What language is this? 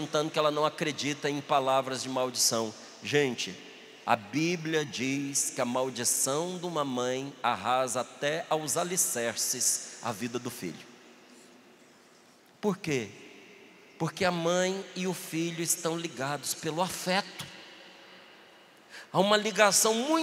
Portuguese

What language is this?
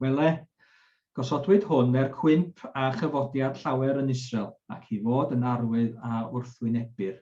Welsh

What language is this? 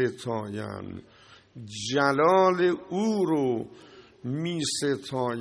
Persian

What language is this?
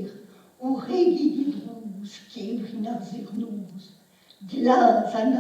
Breton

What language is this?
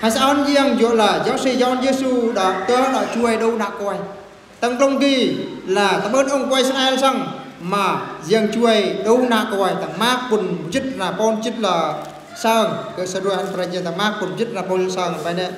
Eastern Bru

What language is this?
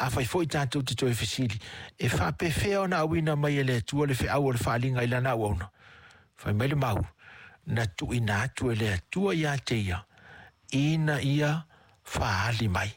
Samoan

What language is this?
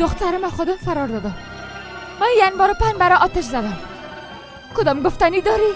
Persian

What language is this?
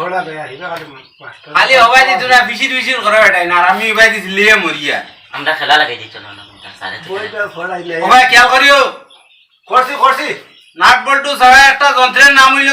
Sylheti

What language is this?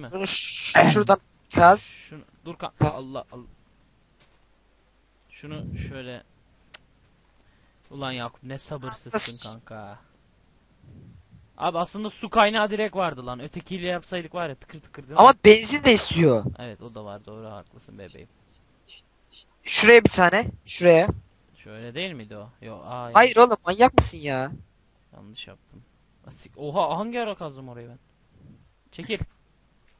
Turkish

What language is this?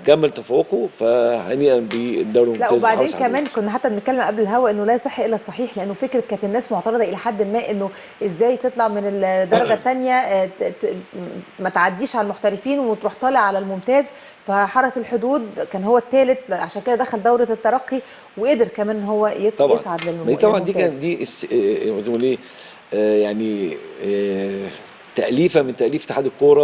Egyptian Arabic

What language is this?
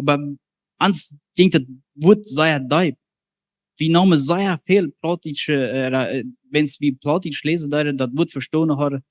Plautdietsch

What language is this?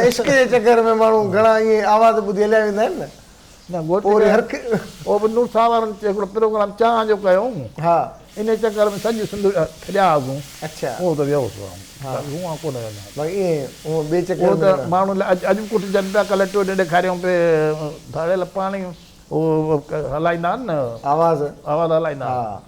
Sindhi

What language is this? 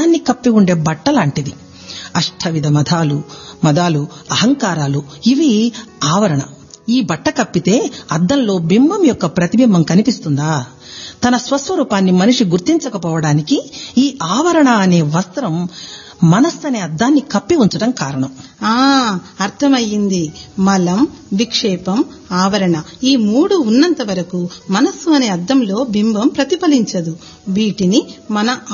Telugu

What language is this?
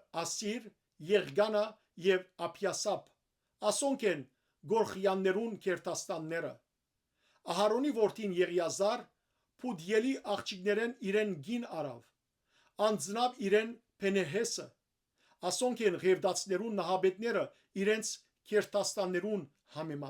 Western Armenian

